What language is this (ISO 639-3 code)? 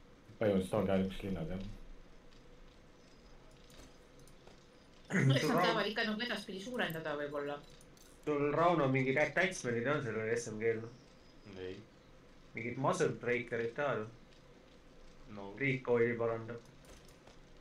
est